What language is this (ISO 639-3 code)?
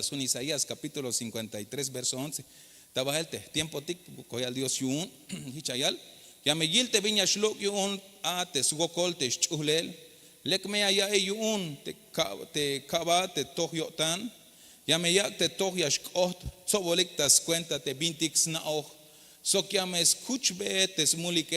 tzh